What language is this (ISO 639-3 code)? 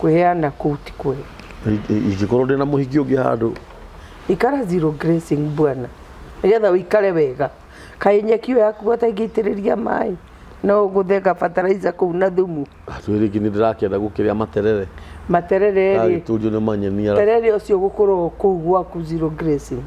kik